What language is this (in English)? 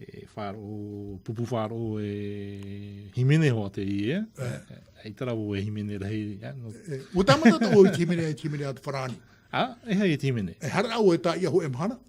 Tahitian